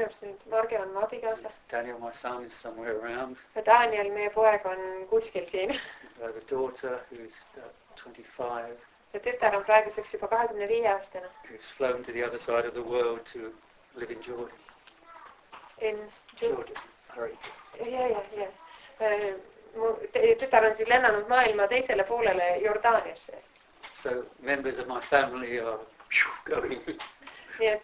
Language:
Estonian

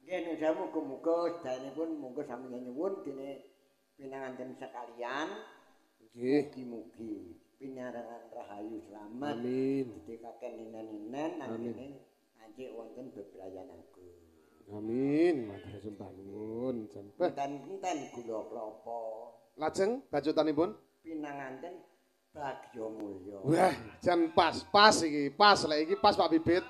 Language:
Javanese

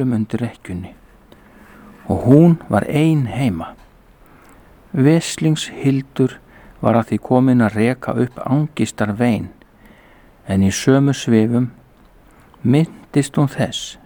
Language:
Icelandic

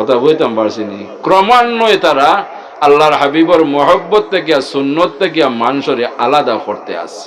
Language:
Sylheti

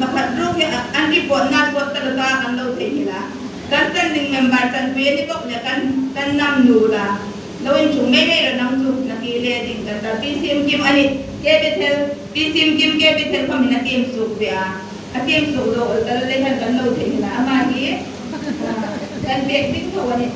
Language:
Hmar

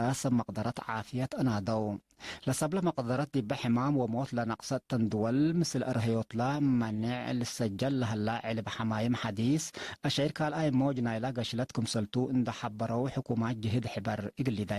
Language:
Tigre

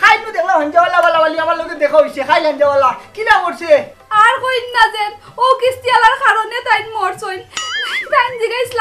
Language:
Sylheti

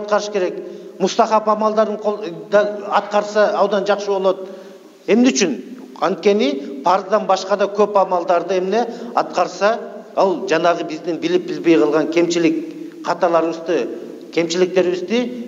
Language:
Kyrgyz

